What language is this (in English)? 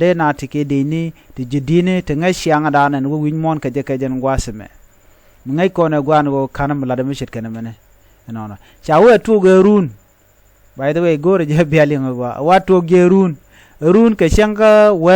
Nuer